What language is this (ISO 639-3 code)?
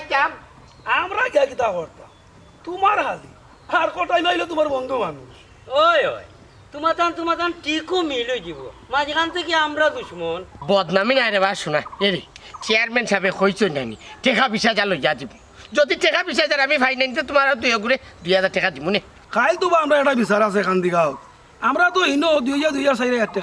syl